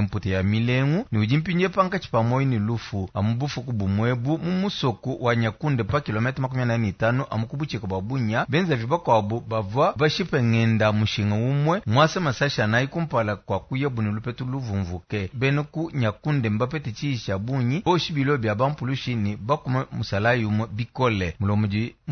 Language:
Luba-Lulua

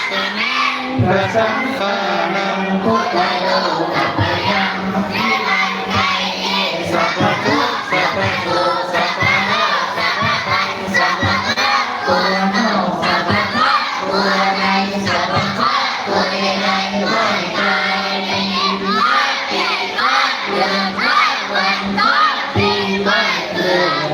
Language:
Pali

